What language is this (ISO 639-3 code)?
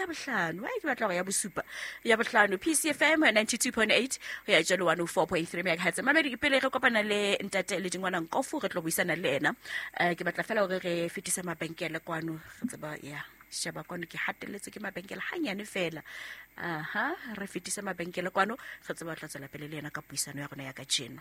sot